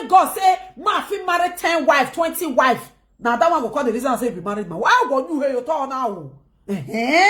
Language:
Nigerian Pidgin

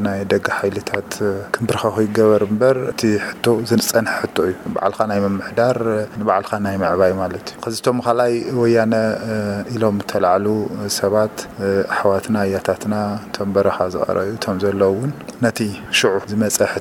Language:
Tigrinya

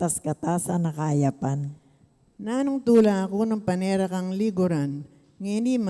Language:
Pampanga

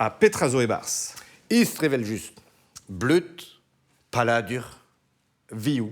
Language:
Breton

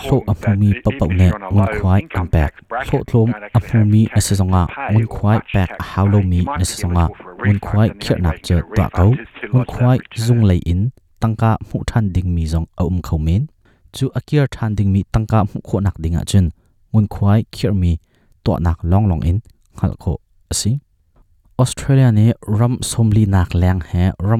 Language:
Hakha Chin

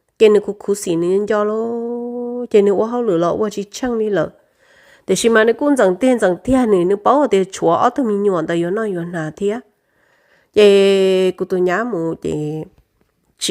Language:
Hmong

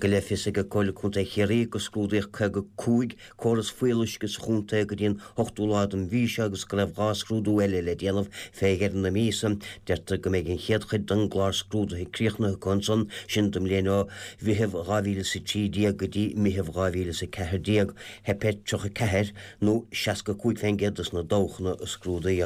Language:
Irish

